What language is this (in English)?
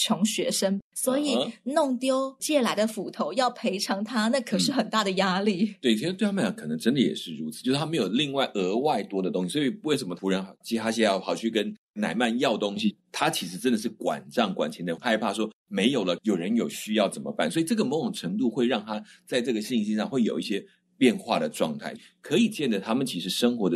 Chinese